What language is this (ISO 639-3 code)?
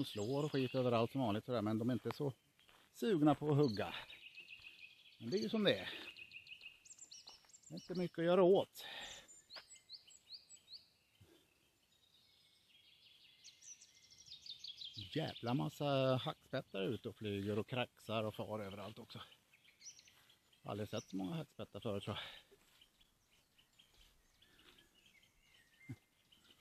swe